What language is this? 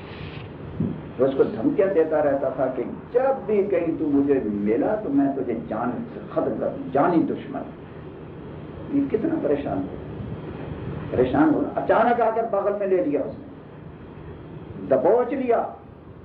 Urdu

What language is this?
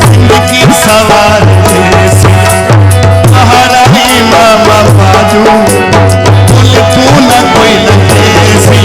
Saraiki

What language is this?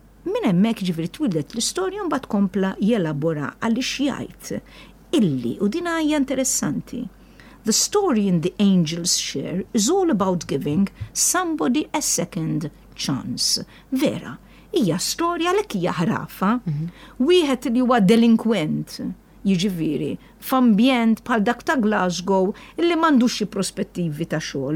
Maltese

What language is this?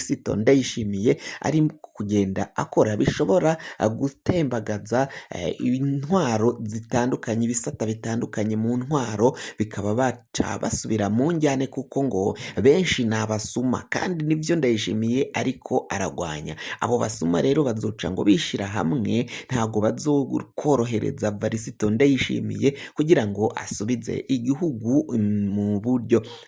Rundi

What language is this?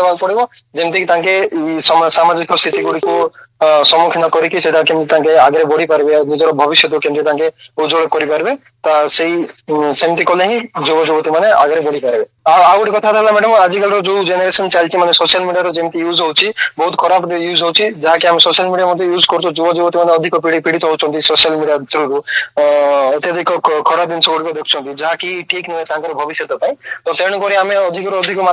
Odia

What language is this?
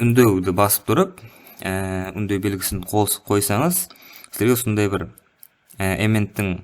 Kara-Kalpak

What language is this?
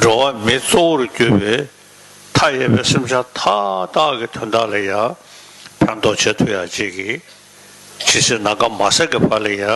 Tibetan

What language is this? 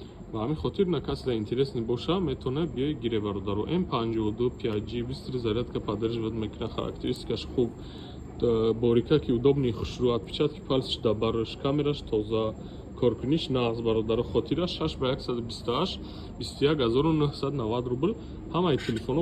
Tajik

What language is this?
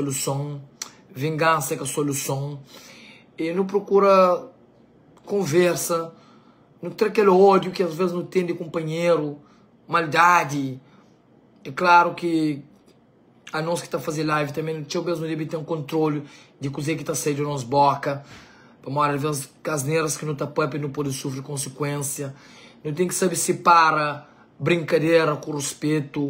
Kabuverdianu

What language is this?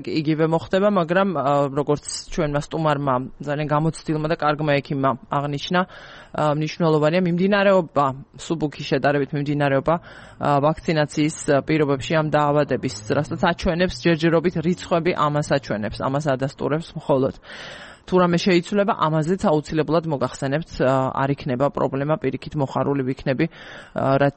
Georgian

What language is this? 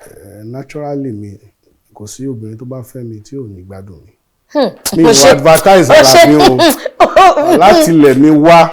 Yoruba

